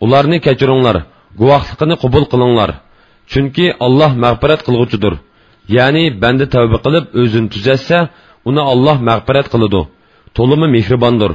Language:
Uyghur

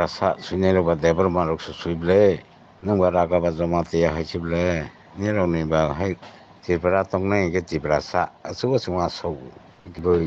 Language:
Kok Borok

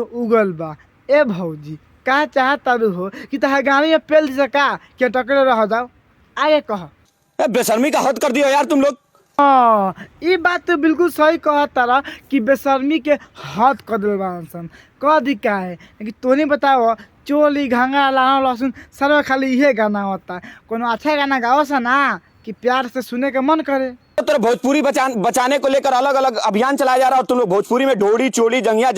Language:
Bhojpuri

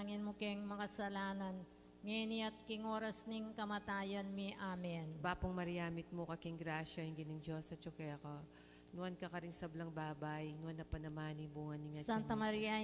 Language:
Pampanga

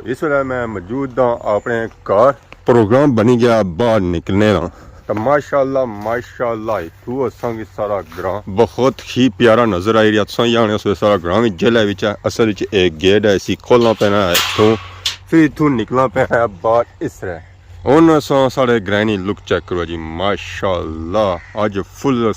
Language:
Pahari-Potwari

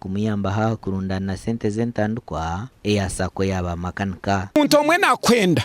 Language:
Nyankole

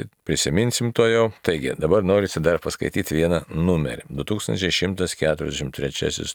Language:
Lithuanian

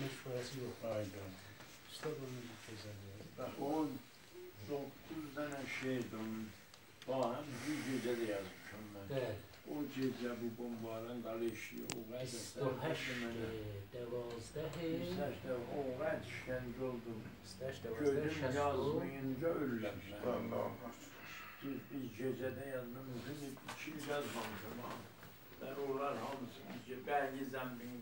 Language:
South Azerbaijani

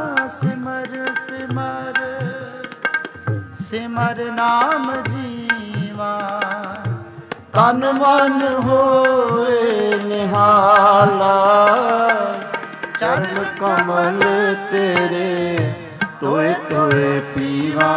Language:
Punjabi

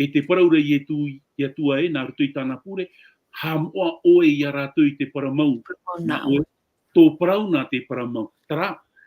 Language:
Tahitian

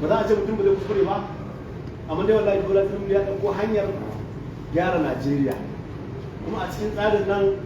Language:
Hausa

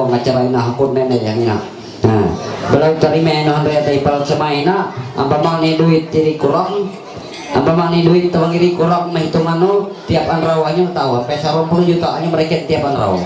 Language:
Ma'anyan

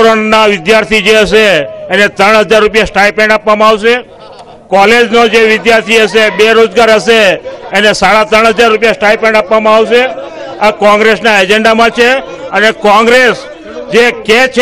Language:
Gujarati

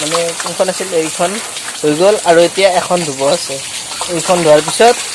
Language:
Assamese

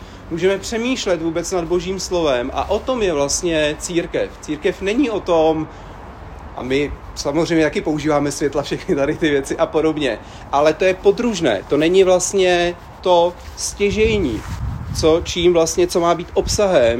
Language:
Czech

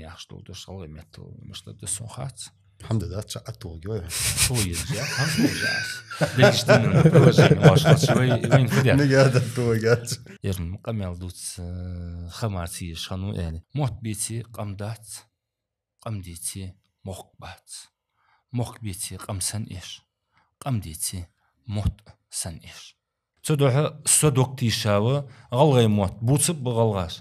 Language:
Ingush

